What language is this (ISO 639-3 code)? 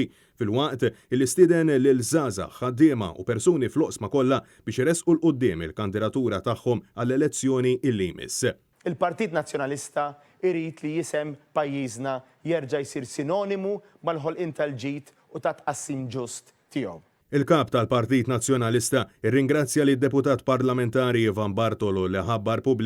mlt